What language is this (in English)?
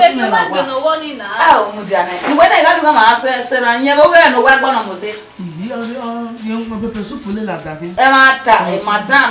Bini